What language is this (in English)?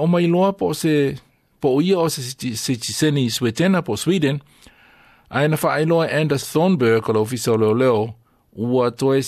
Samoan